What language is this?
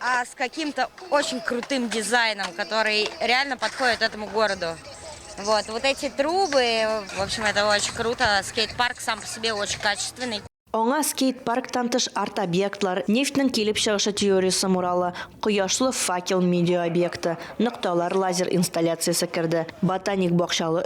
Tatar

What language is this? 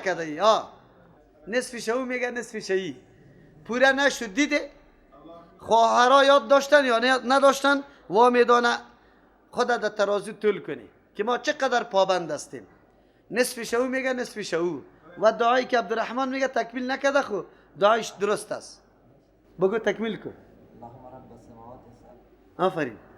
Persian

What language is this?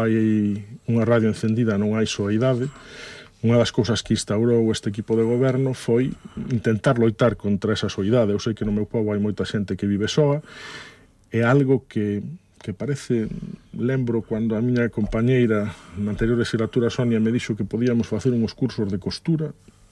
Galician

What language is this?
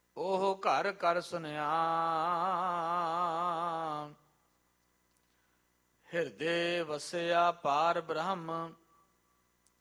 Punjabi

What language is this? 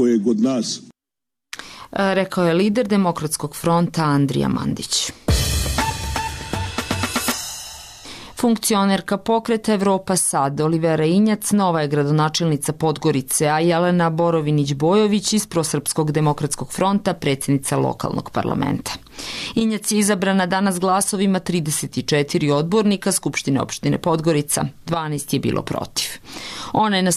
Serbian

